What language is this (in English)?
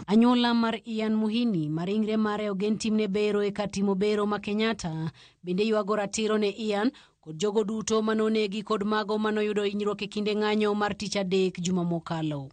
Luo (Kenya and Tanzania)